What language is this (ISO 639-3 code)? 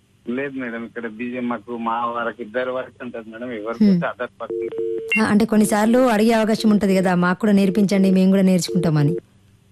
tel